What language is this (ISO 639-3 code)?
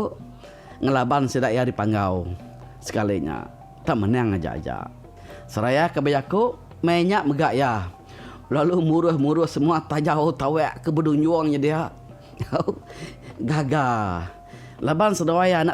iba